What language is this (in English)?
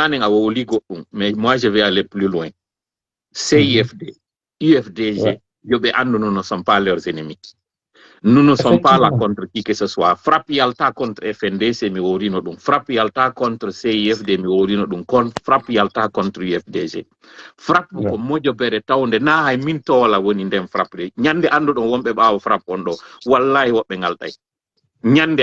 Fula